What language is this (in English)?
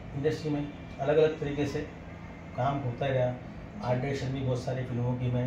Hindi